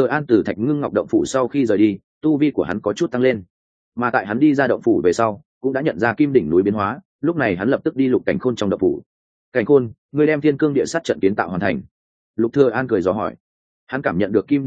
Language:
Vietnamese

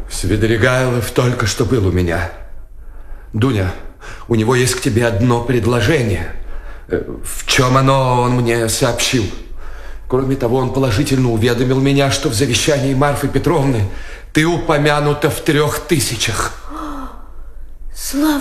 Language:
Russian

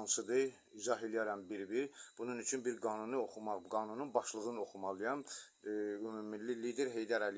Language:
Azerbaijani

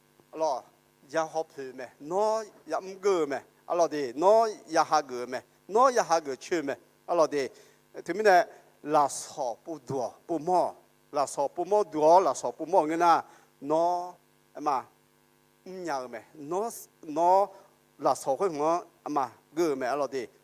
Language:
Akha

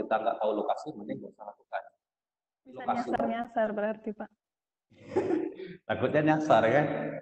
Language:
Indonesian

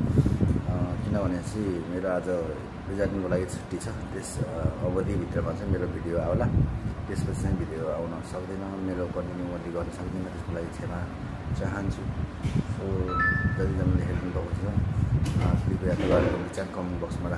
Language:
Nepali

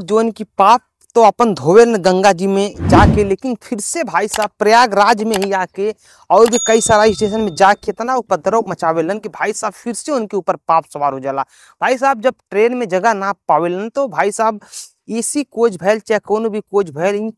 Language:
Bhojpuri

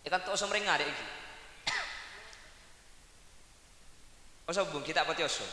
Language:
Madurese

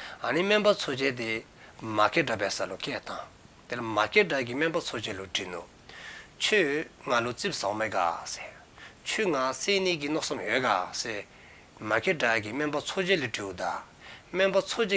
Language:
Dzongkha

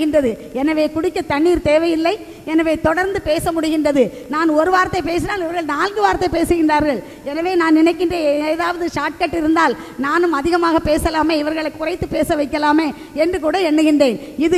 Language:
Tamil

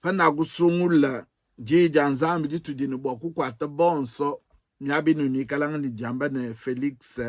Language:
Luba-Lulua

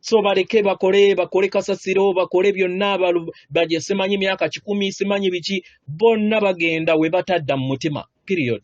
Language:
Ganda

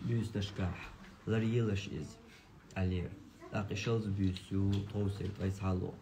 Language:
Chechen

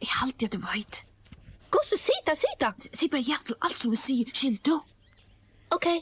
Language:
Faroese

